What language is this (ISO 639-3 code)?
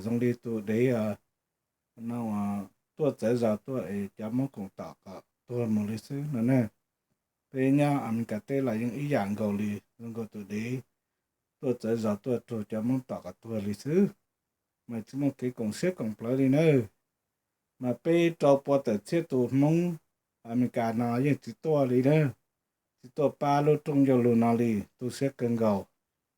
hmn